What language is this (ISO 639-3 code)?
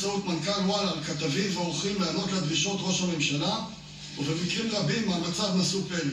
heb